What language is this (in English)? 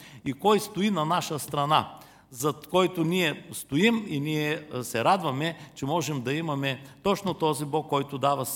Bulgarian